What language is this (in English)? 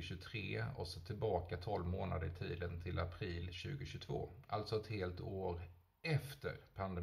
Swedish